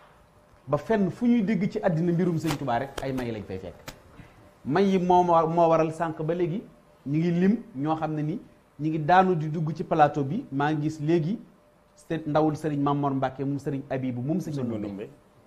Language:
Wolof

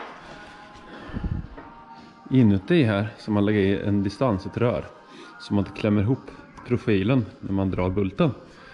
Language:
Swedish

